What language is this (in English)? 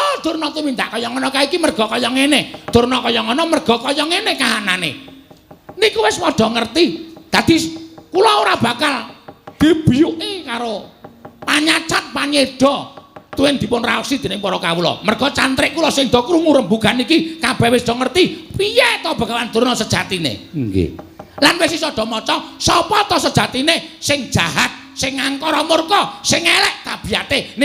Javanese